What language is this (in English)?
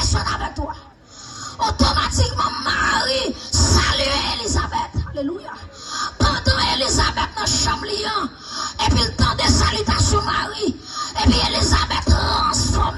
Haitian Creole